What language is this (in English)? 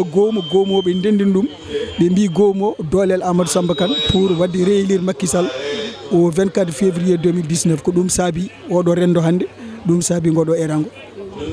Fula